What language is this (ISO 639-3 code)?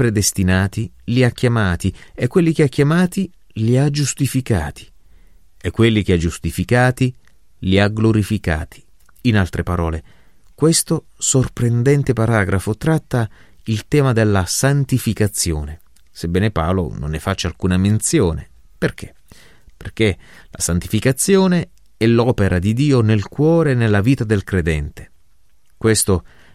ita